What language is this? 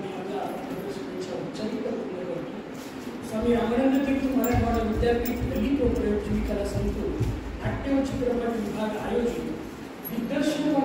Marathi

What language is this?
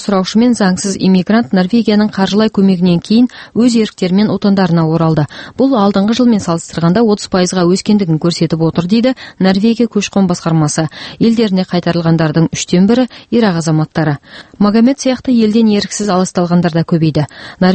Kazakh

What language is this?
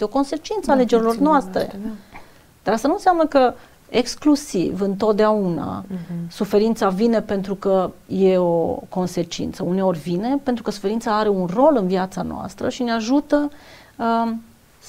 Romanian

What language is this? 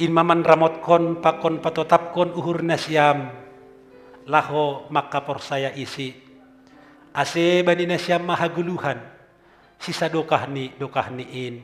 Batak Simalungun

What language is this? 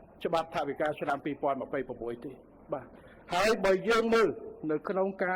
Khmer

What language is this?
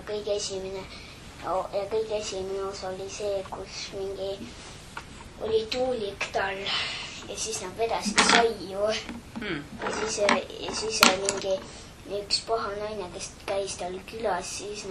Estonian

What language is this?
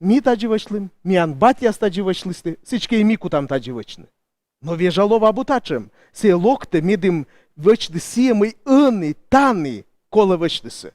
Komi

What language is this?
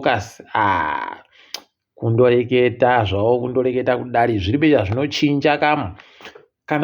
Ndau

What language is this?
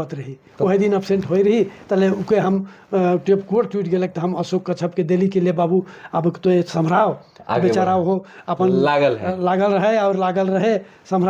Sadri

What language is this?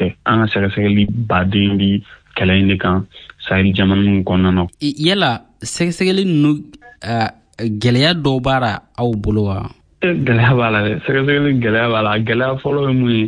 Bambara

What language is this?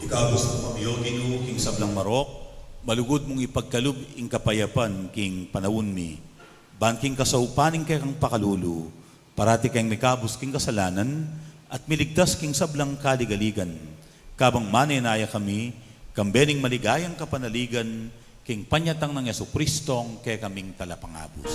Pampanga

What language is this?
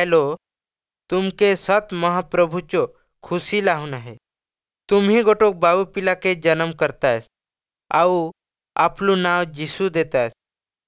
Odia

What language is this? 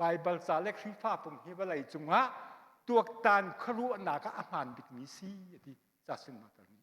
Hakha Chin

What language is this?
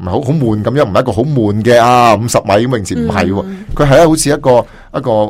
Cantonese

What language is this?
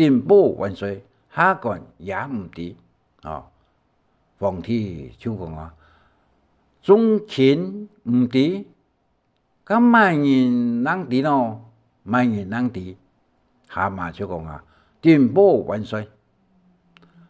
Hakka Chinese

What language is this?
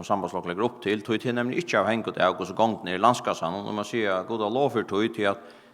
Faroese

